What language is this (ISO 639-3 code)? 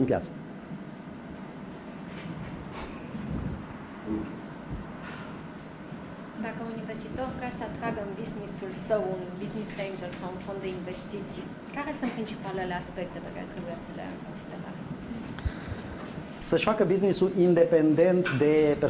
ron